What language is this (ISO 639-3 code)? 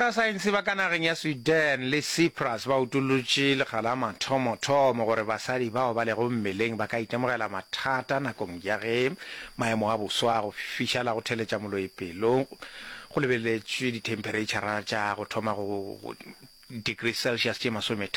nso